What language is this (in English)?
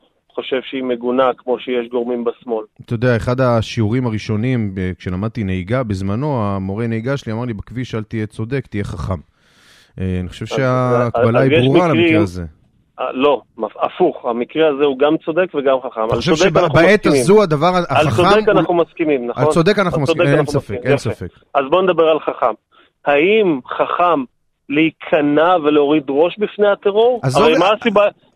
Hebrew